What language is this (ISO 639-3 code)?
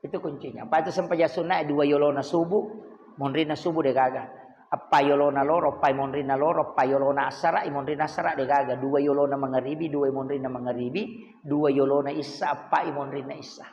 bug